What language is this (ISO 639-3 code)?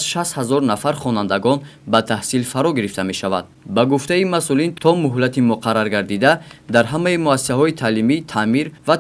tgk